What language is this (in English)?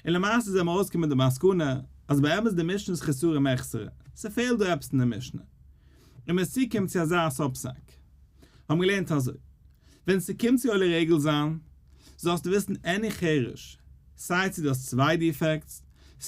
Yiddish